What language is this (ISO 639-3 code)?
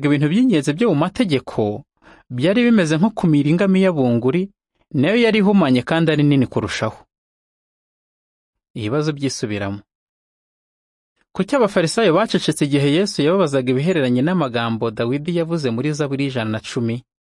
kin